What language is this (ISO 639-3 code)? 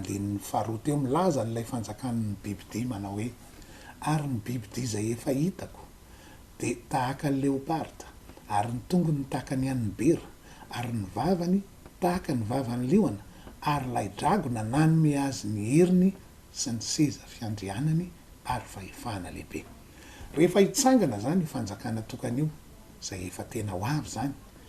mlg